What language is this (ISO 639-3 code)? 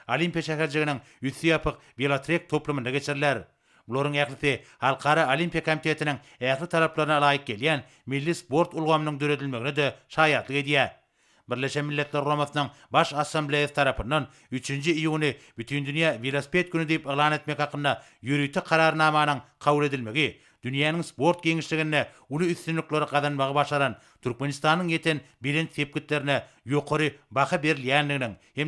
tuk